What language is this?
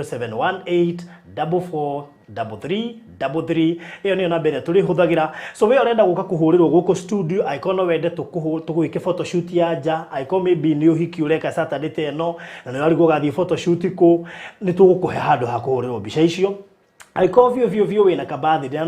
Kikuyu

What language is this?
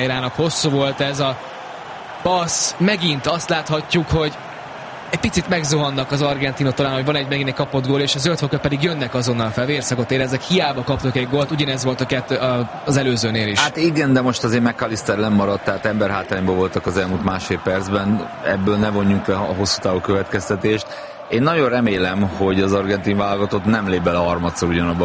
Hungarian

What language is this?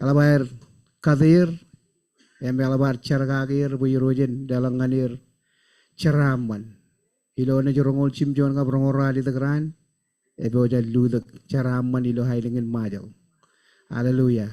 Marshallese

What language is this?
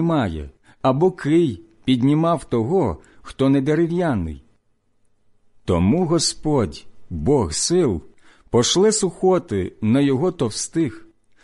Ukrainian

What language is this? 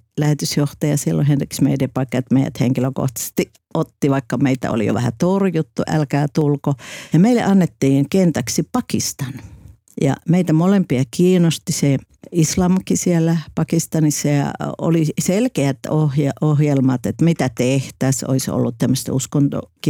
Finnish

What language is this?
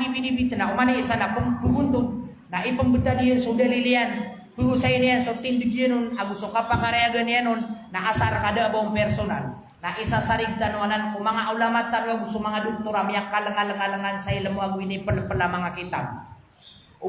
Maranao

